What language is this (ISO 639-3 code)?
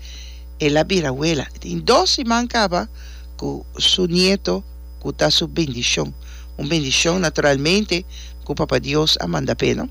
pap